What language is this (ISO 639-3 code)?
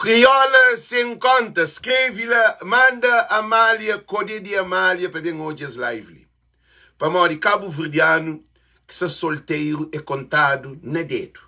kea